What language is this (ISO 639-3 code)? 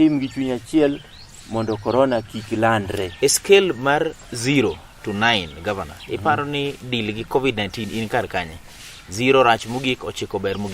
luo